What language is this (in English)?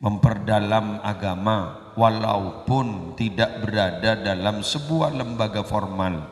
Madurese